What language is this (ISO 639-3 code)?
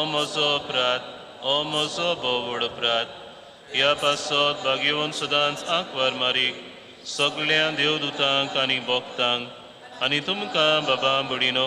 kok